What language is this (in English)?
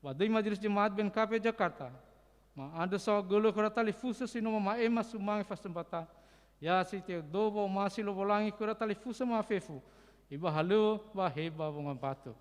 Nias